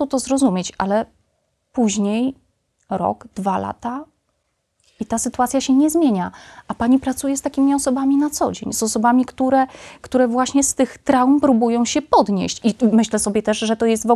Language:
Polish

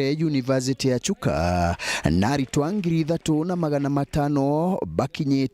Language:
Meru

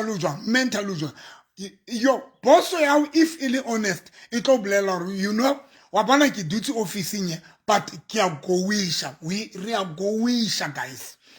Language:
Southern Sotho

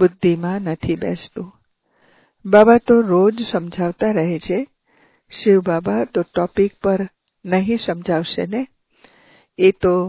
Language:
Gujarati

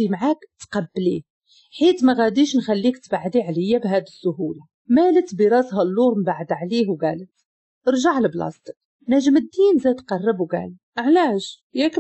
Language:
Moroccan Arabic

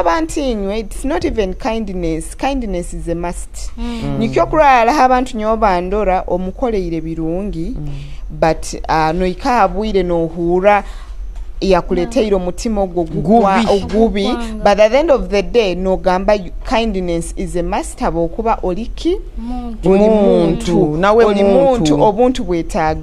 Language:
Nyoro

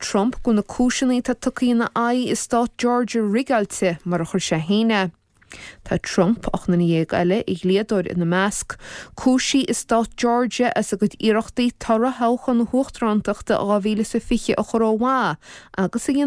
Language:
Irish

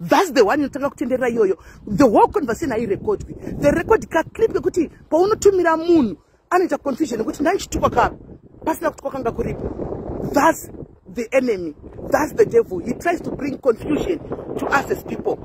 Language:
Shona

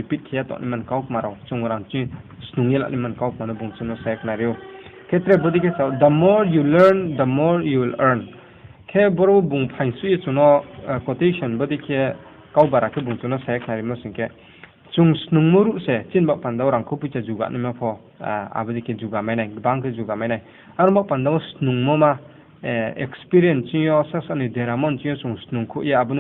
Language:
Riang (India)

